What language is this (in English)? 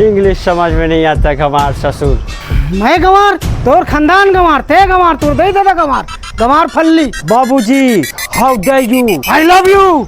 Chhattisgarhi